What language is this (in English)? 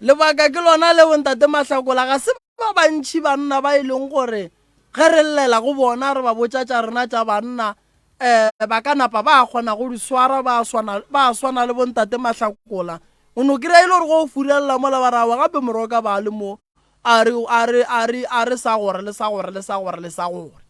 Northern Sotho